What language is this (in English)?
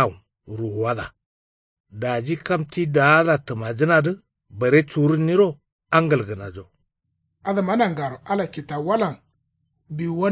Kanuri